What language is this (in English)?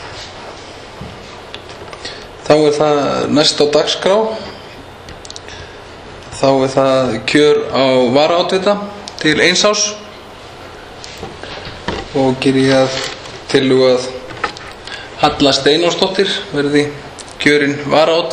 Icelandic